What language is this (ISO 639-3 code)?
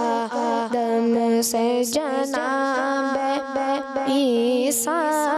urd